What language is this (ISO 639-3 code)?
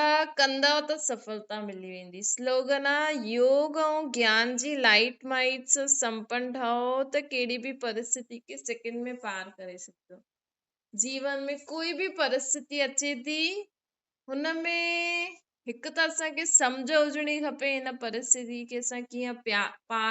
snd